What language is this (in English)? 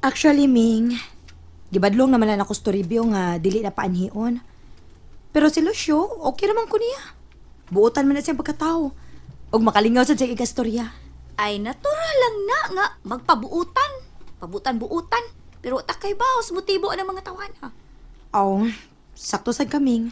Cebuano